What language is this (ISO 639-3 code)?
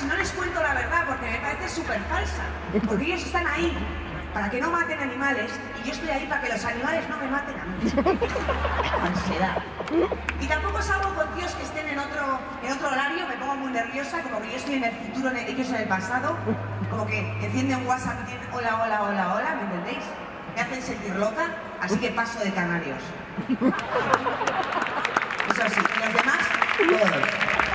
spa